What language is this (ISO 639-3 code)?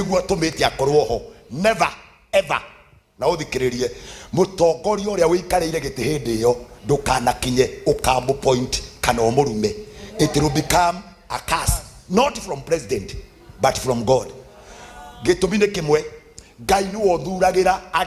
kik